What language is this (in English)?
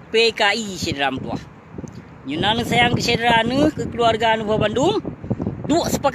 Achinese